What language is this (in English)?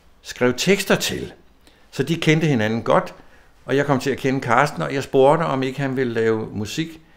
Danish